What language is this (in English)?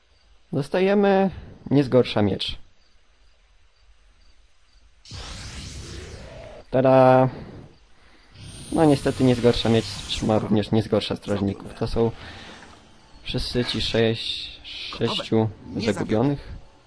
Polish